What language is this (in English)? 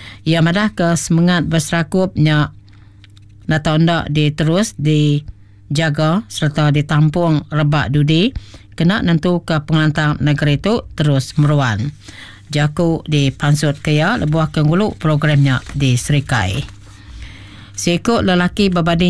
Iban